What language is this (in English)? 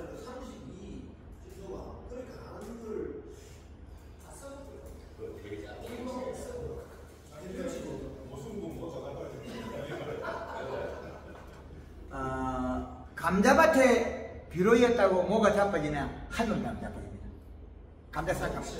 Korean